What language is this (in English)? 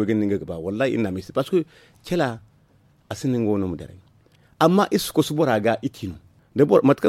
Zarma